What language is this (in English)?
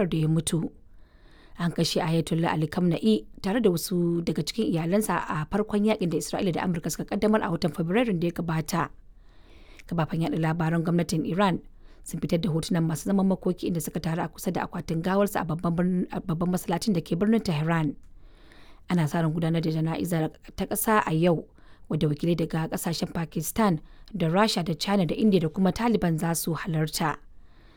Hausa